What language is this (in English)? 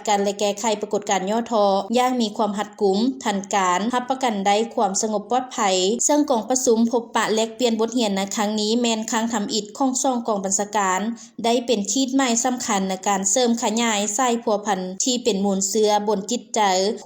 Lao